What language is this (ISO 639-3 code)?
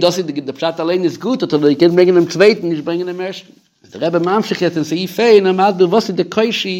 yid